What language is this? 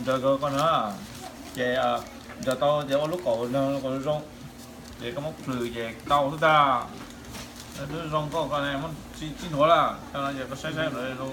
Hmong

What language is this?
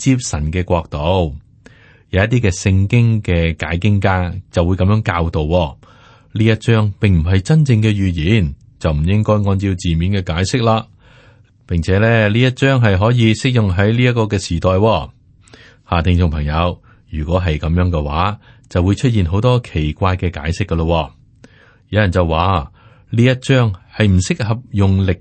Cantonese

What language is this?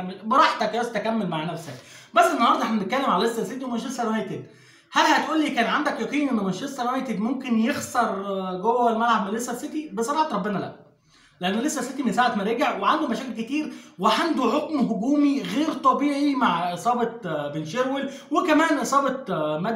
Egyptian Arabic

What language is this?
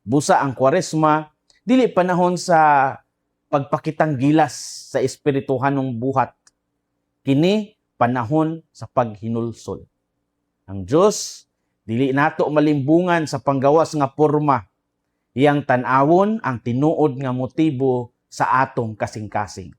Cebuano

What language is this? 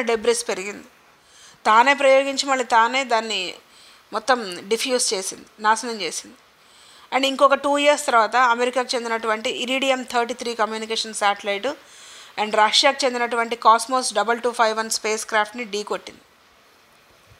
Telugu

